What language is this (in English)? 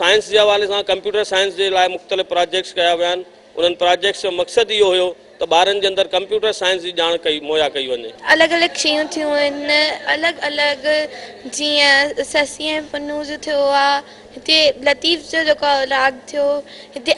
Sindhi